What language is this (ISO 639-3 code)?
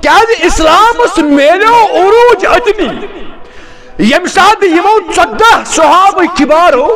kas